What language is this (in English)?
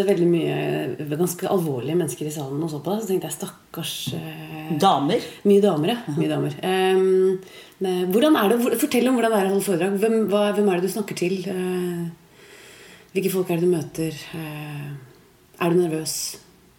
Norwegian